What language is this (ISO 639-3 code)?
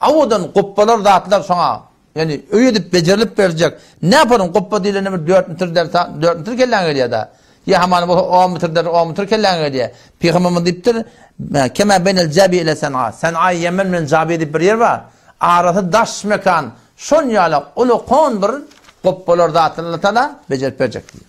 tuk